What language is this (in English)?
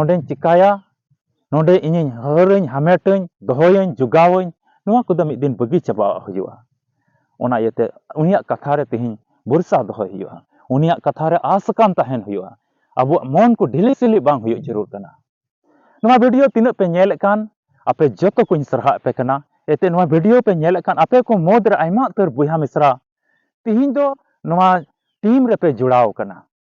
Santali